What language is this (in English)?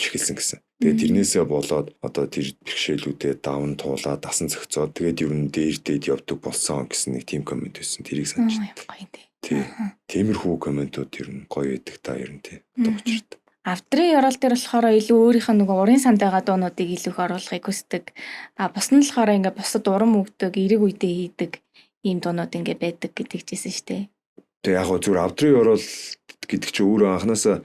Mongolian